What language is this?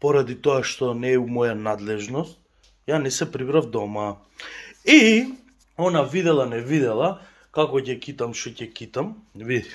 Macedonian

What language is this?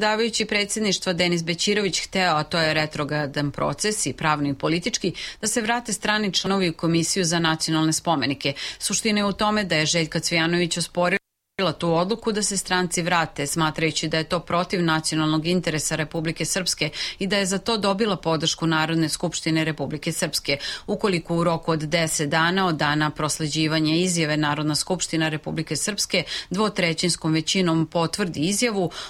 Serbian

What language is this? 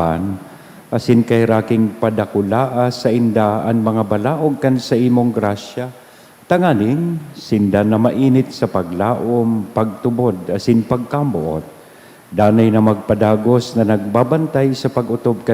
Bikol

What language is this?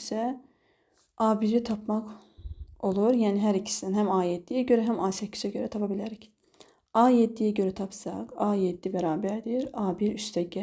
Azerbaijani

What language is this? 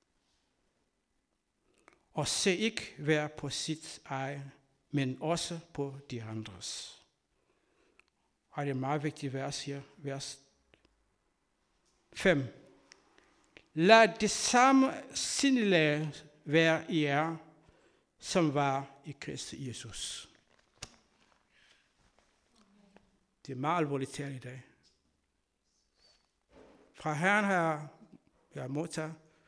Danish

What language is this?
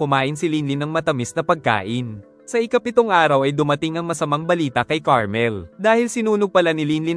Filipino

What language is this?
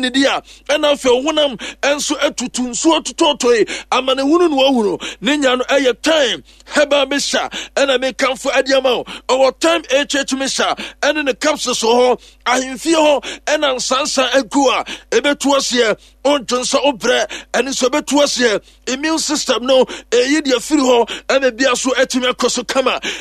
Akan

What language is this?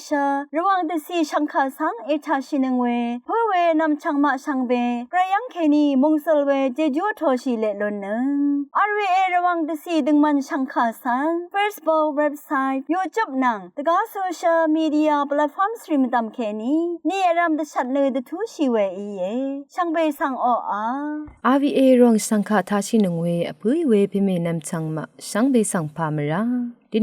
Rawang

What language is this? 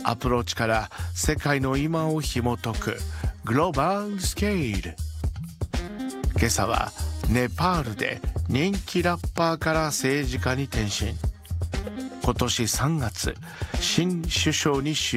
Japanese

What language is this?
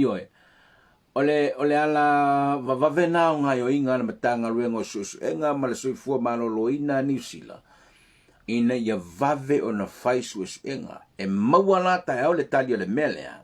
Samoan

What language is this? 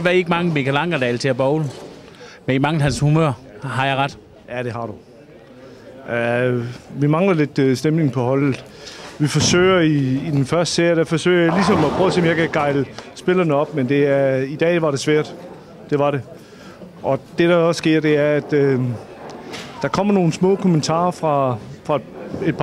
Danish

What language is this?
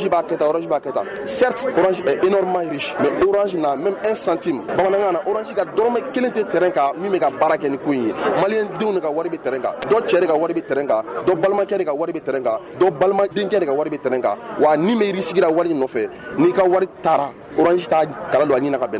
Bambara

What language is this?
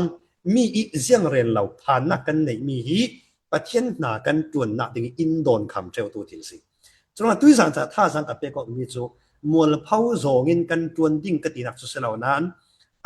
Falam Chin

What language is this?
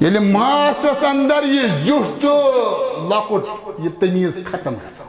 Kashmiri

